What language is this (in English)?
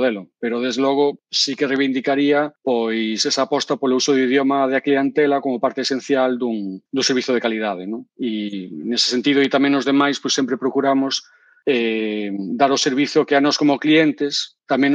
Galician